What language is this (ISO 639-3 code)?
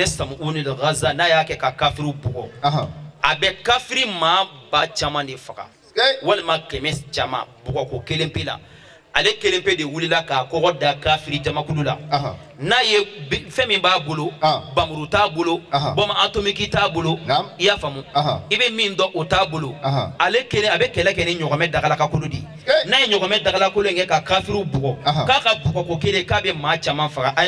bam